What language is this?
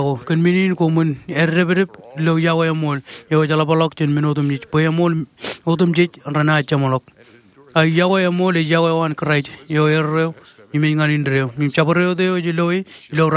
Marshallese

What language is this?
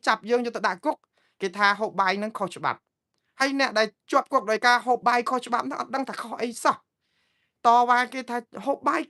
Khmer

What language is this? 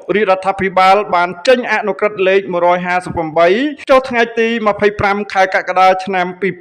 Khmer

